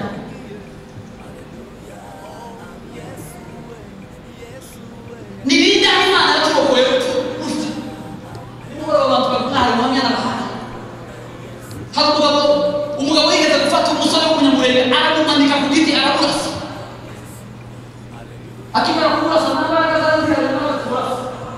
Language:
Kinyarwanda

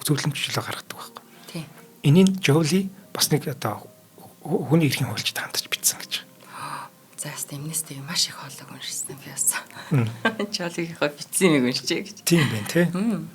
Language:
Mongolian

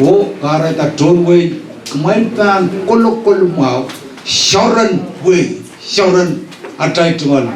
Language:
Pohnpeian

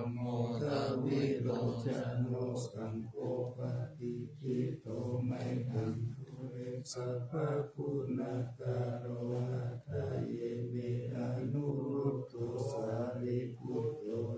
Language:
Pali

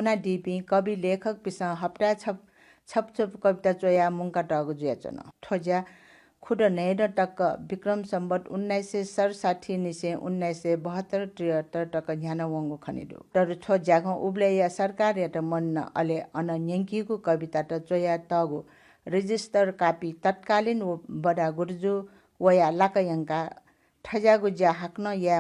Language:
Newari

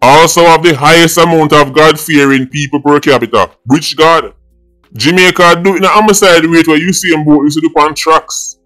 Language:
Jamaican Creole English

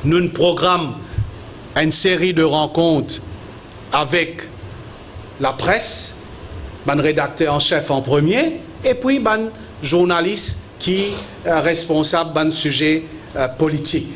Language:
Morisyen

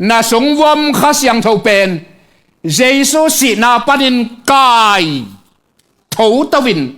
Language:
Tedim Chin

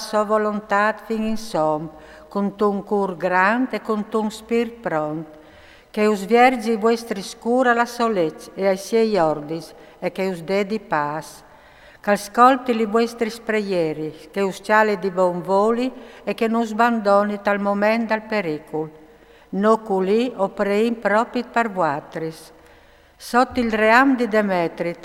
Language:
Friulian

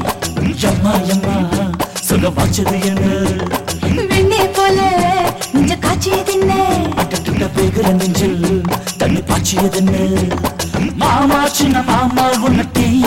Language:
Tamil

